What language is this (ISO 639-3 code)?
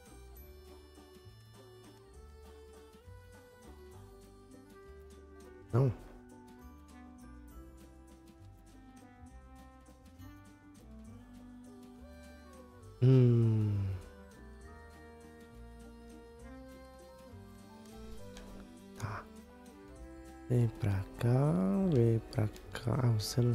por